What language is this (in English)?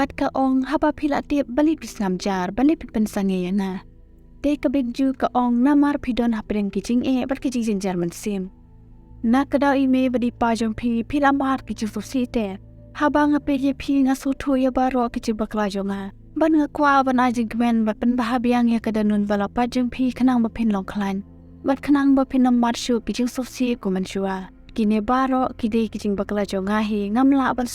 Khasi